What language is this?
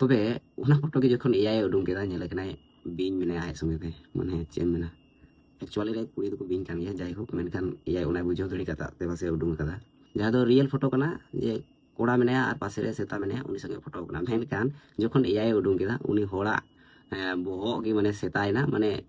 Santali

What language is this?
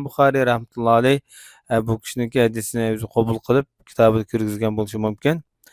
Uyghur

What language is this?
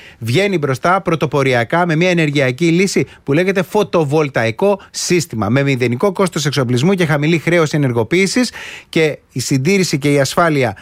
Greek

